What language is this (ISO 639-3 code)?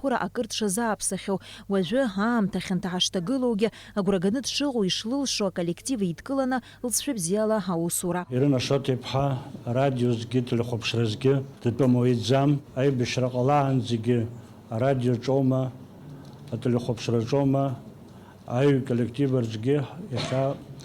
abk